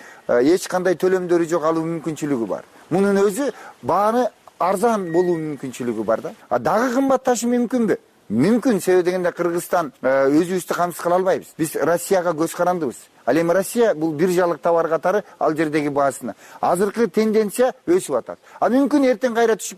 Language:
Kyrgyz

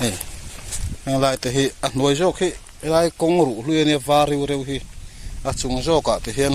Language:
Mizo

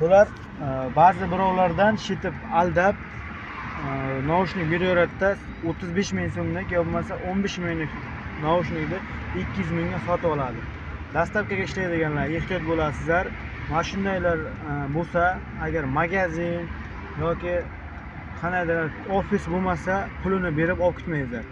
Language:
Uzbek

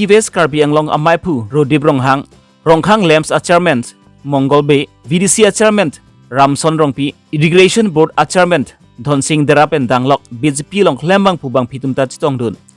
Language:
Karbi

